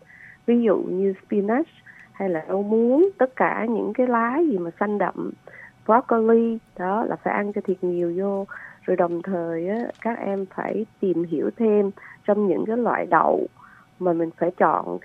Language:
Vietnamese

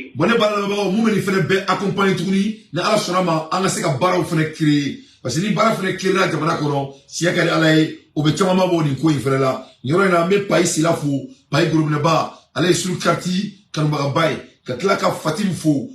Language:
Bambara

